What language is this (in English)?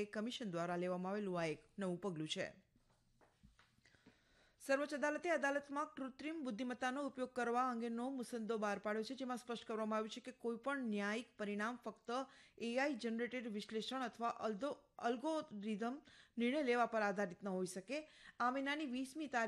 Gujarati